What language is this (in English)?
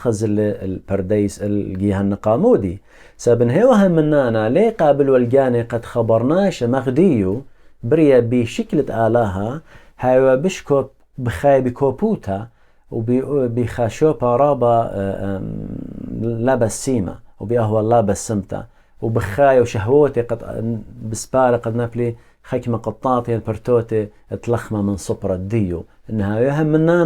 Assyrian Neo-Aramaic